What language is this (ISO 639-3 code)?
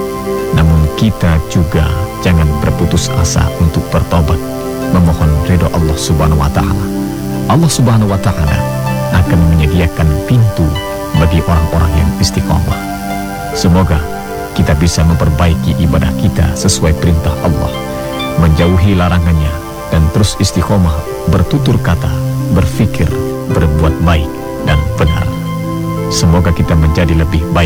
ind